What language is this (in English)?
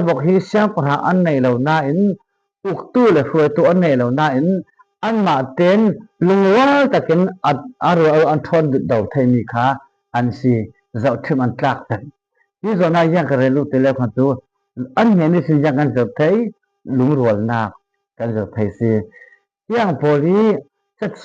Falam Chin